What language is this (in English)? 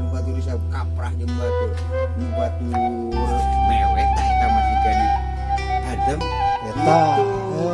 Sundanese